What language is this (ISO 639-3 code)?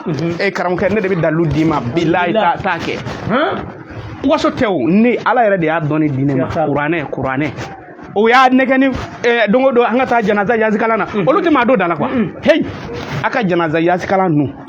bam